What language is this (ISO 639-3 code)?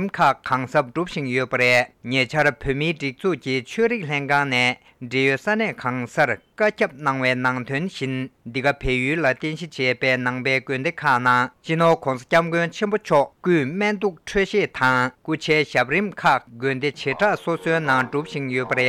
bod